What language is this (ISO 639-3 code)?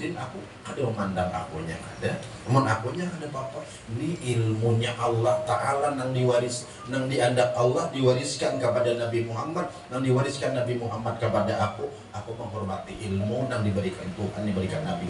bjn